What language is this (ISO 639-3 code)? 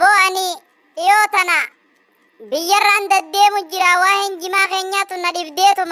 orm